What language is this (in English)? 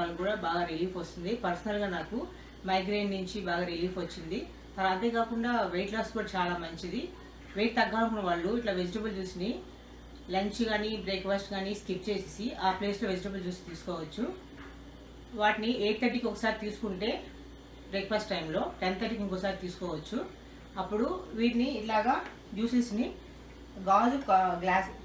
Telugu